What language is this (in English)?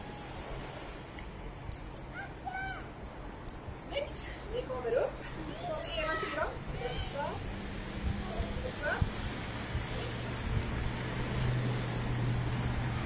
Swedish